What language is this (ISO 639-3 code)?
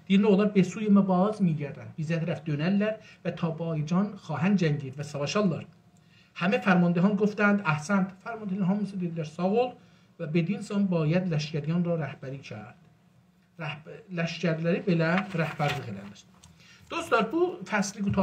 azb